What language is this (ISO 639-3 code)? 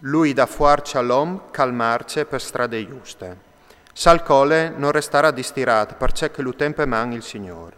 fur